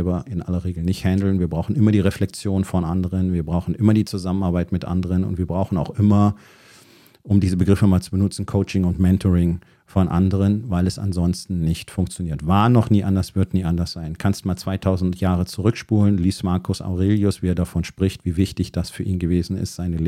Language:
German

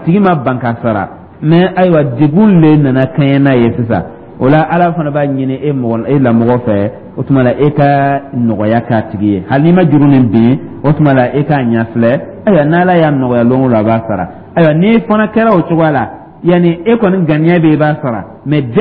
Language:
Dyula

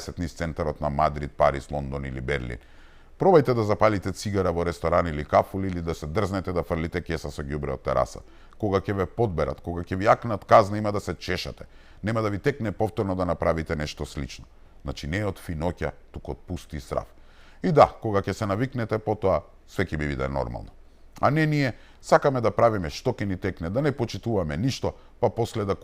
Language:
Macedonian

